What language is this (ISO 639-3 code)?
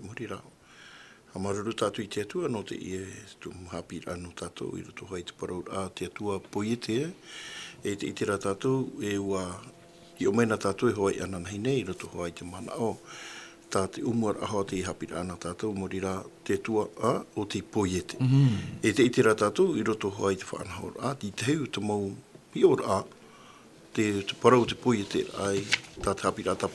tah